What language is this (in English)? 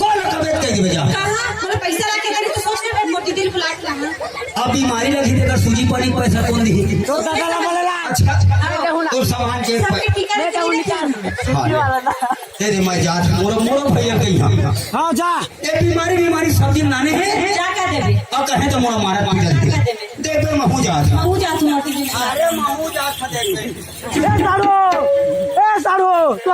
Sadri